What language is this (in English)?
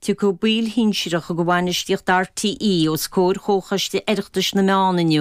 Irish